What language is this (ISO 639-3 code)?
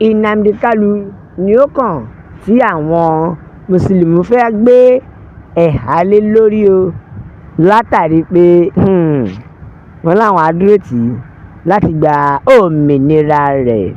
yor